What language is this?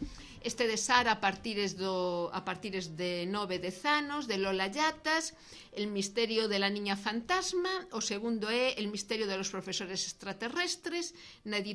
Galician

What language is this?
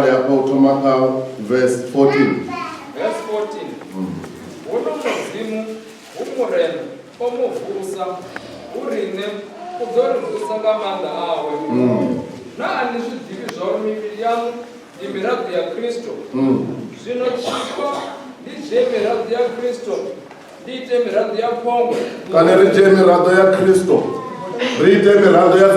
Venda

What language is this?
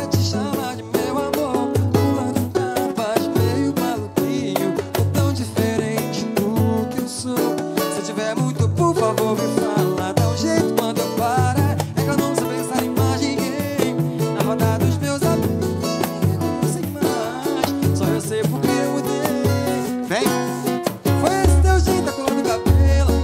Portuguese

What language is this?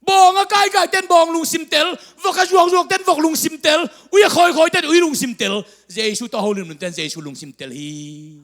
Tedim Chin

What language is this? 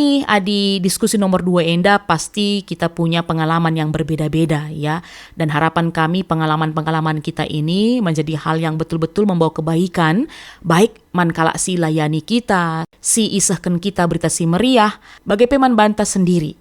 Batak Karo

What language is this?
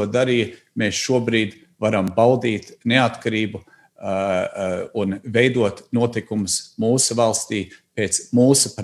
Latvian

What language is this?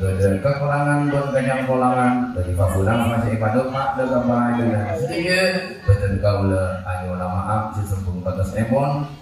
Madurese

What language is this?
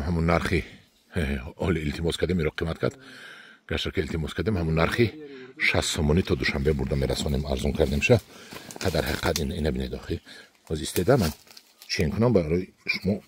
Tajik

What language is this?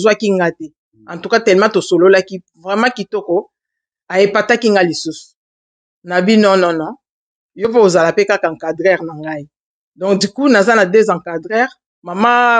Lingala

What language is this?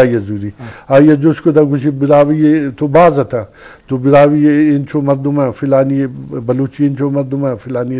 Eastern Balochi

